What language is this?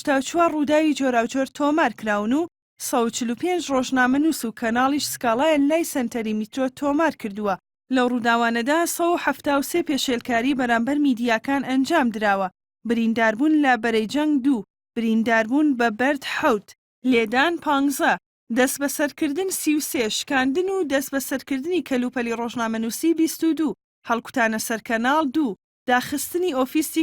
Central Kurdish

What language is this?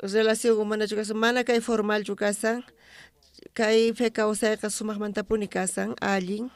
South Bolivian Quechua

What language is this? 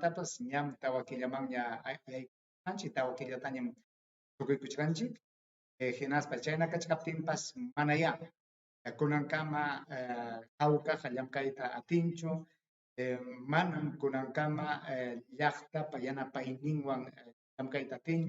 Ayacucho Quechua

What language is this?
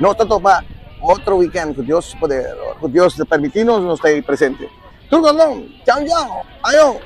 Papiamento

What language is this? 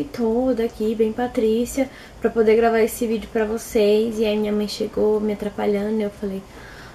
Portuguese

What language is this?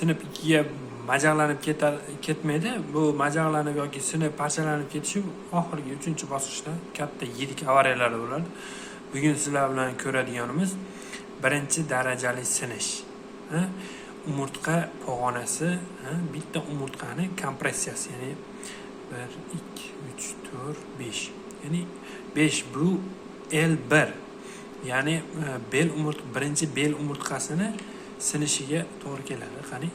Uzbek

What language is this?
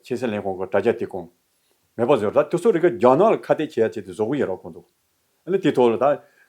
Tibetan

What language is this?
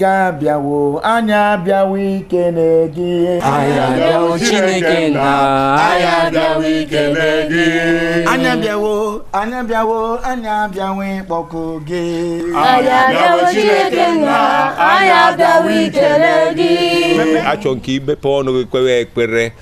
Igbo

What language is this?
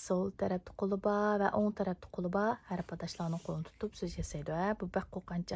Uyghur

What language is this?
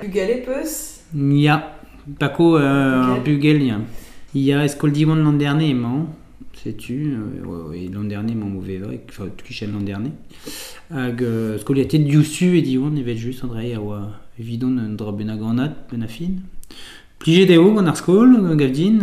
Breton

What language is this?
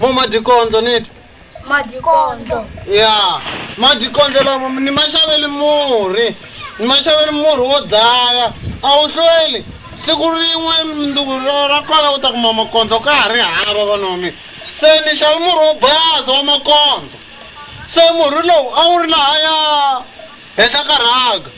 Tsonga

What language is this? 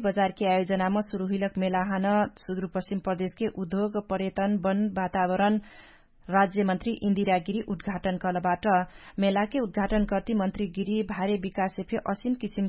Dangaura Tharu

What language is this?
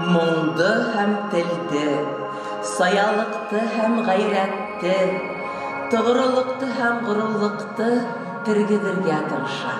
Bashkir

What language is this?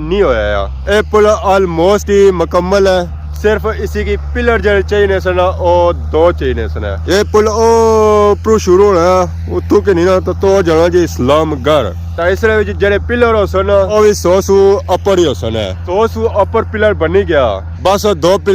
Pahari-Potwari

